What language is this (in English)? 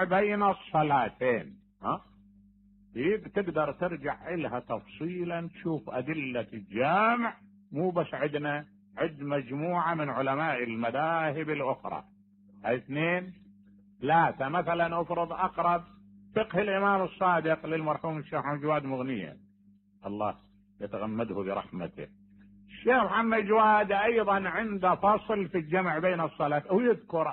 Mesopotamian Arabic